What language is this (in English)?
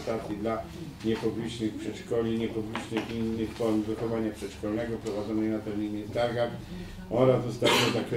Polish